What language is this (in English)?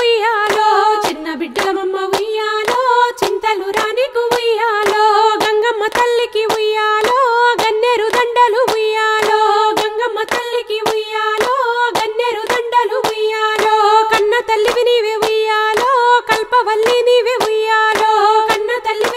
Telugu